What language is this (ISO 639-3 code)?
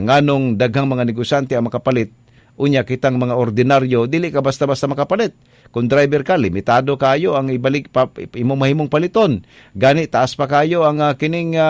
ceb